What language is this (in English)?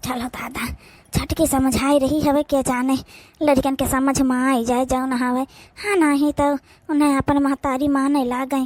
Awadhi